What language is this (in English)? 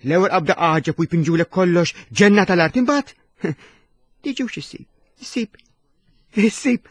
Maltese